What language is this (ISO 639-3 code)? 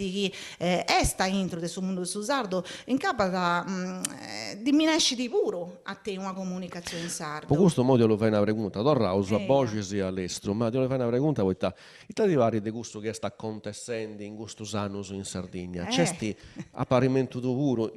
srd